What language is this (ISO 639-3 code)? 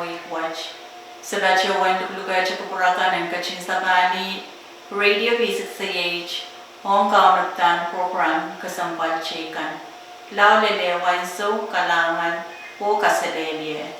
pon